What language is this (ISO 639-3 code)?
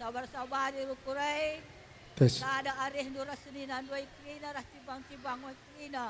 btx